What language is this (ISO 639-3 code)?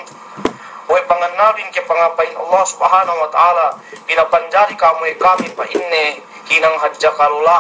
yka